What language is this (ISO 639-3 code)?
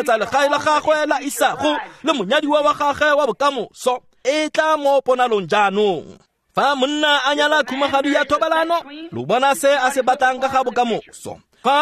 tsn